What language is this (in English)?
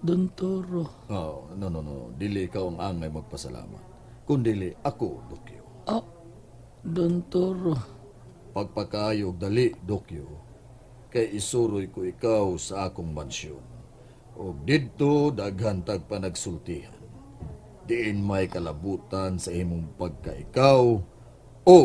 Cebuano